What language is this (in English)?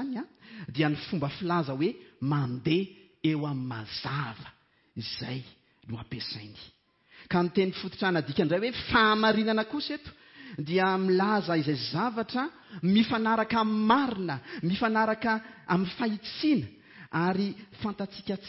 Malagasy